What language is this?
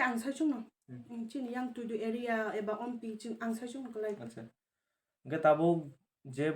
Kok Borok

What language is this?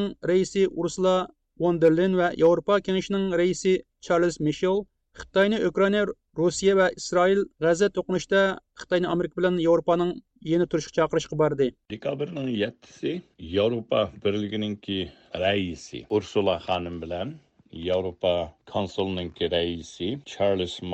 Uyghur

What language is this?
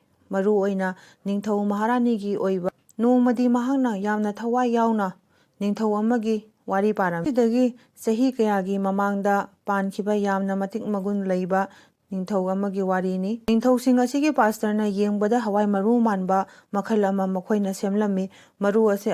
Manipuri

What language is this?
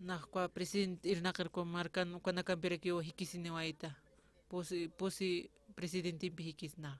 Aymara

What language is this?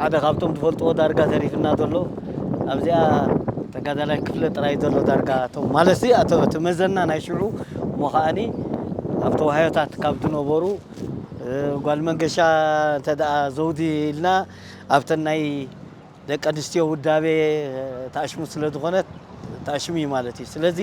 Tigrinya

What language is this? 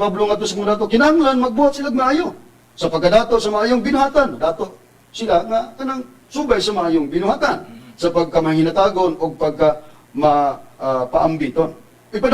Cebuano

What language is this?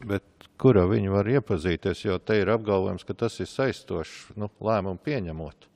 Latvian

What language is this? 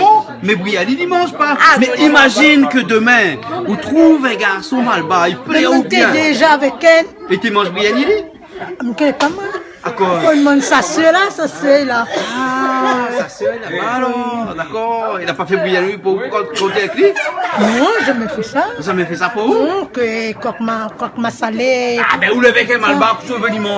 Réunion Creole French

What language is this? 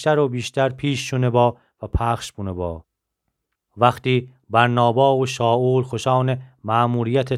Gilaki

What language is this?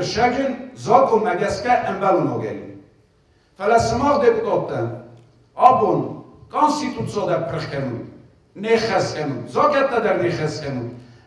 Ossetic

